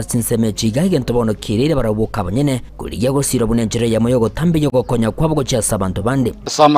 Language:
Gusii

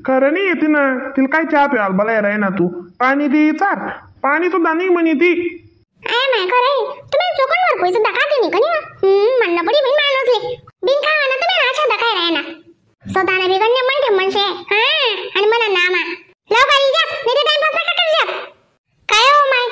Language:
Khandesi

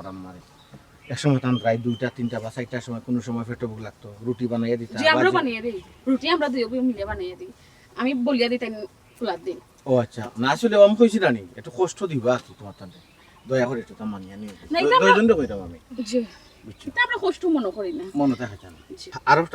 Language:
Sylheti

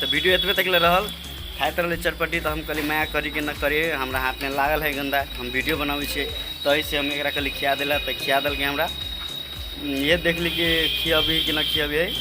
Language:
Maithili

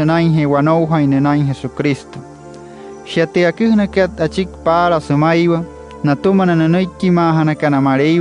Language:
Wayuu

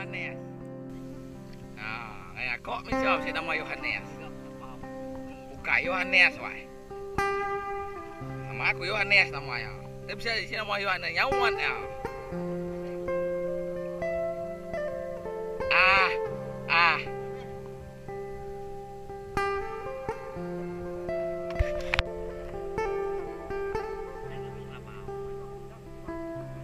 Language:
Indonesian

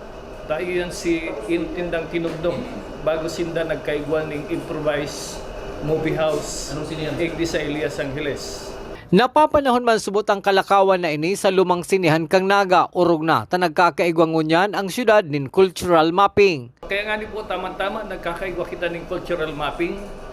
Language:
Bikol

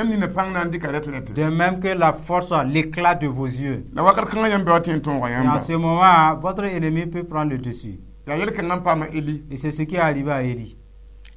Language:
Mossi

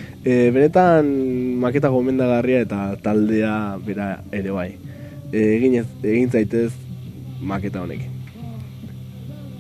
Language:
Basque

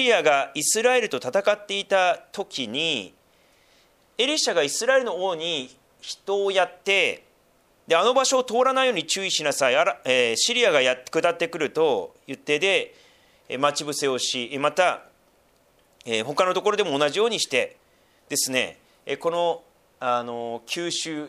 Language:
Japanese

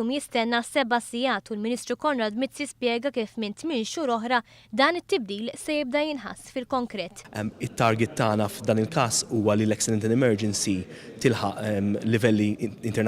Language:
Maltese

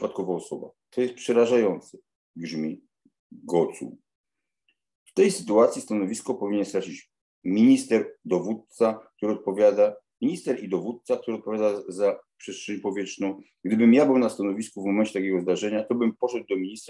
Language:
Polish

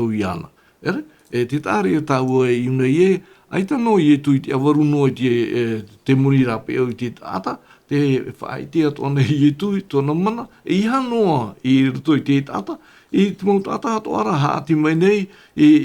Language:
Tahitian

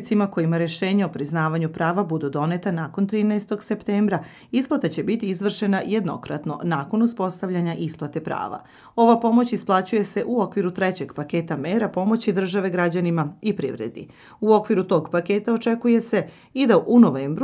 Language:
Serbian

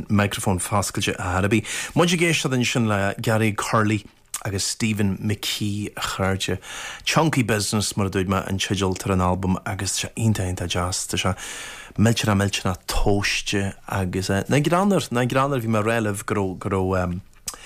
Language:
Irish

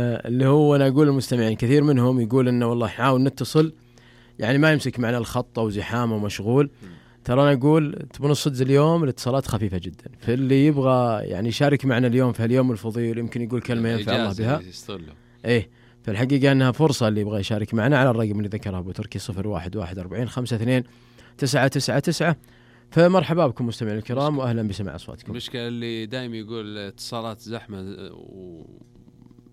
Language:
Najdi Arabic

